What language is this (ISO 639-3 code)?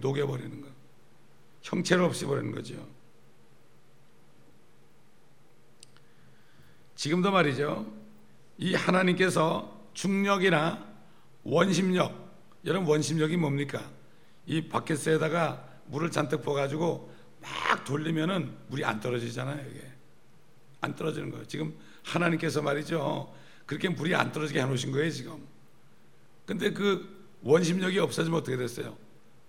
kor